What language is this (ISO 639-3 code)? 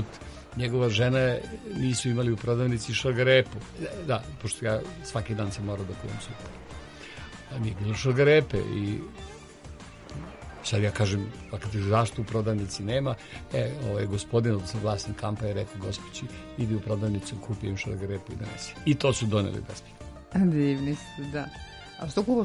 srp